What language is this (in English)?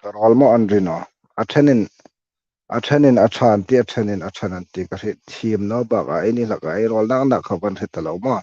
Hmar